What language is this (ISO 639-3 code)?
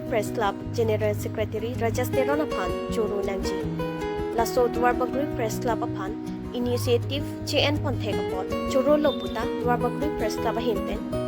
mjw